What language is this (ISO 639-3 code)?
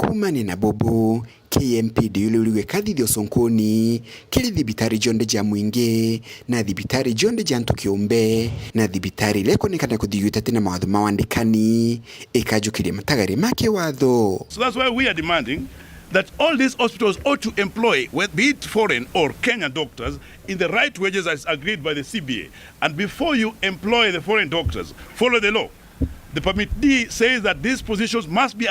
mer